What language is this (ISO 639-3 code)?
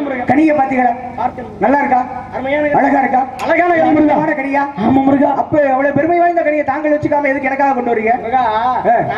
tam